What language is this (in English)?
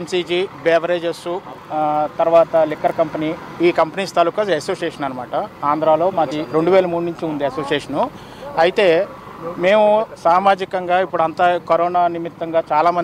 Telugu